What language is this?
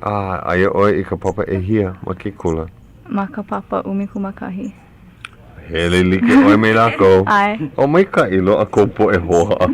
Hawaiian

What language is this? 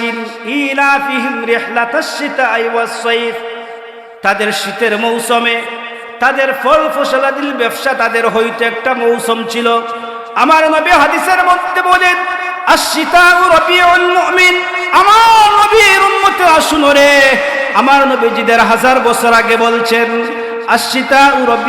Sylheti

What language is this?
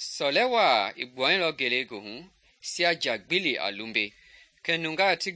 Mende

